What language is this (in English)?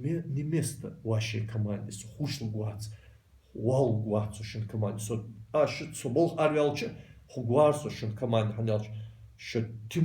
Ingush